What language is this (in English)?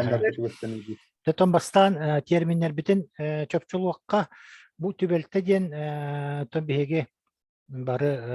Yakut